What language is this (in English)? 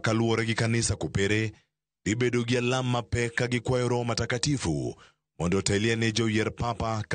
Luo (Kenya and Tanzania)